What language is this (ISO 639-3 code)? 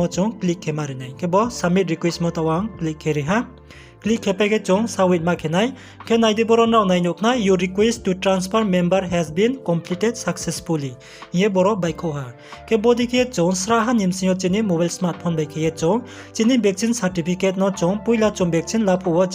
ria